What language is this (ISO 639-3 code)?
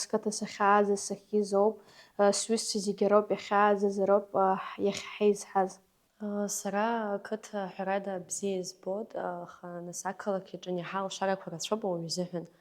abk